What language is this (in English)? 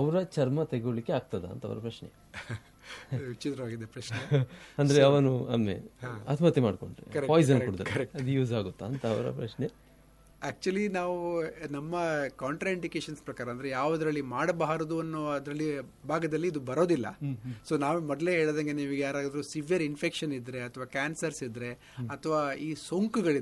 Kannada